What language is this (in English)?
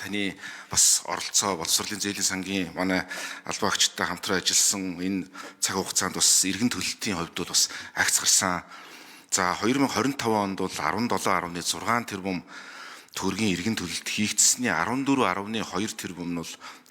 Mongolian